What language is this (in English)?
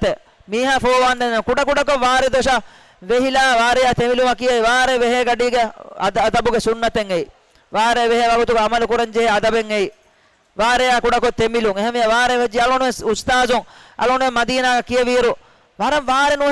Divehi